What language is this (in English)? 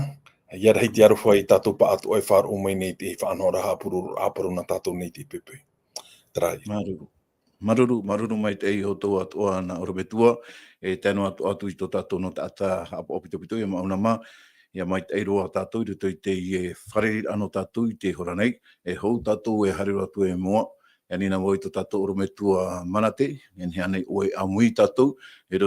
Tahitian